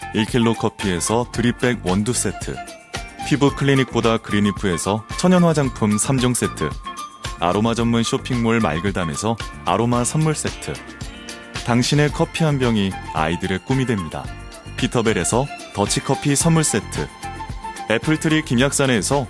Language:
Korean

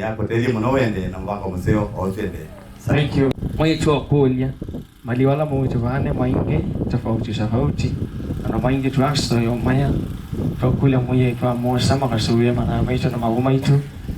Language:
Kamba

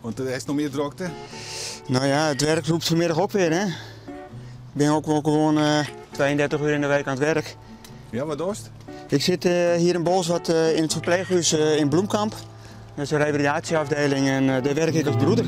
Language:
Western Frisian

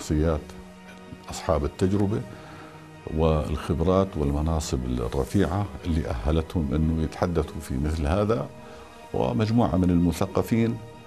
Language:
North Levantine Arabic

